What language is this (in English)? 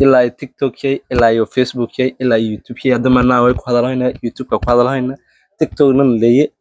Somali